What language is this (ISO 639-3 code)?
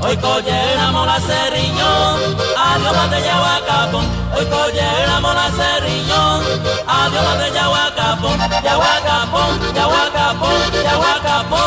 grn